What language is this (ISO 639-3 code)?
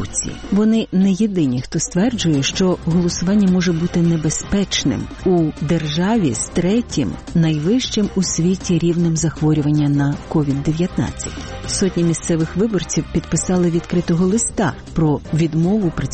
ukr